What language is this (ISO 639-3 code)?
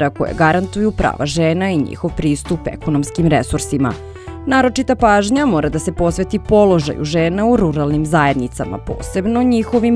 srp